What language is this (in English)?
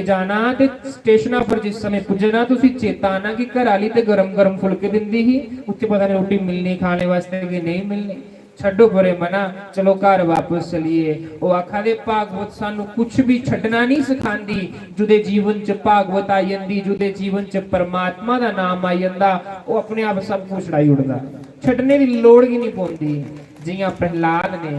Dogri